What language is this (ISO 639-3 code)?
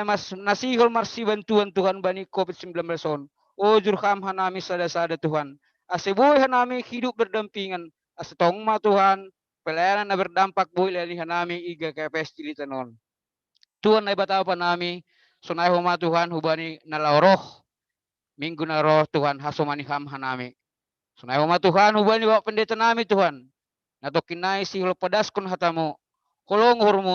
bts